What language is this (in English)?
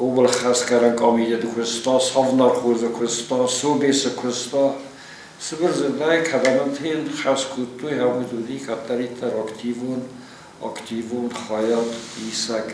Ossetic